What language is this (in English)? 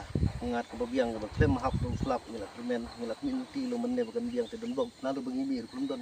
Khasi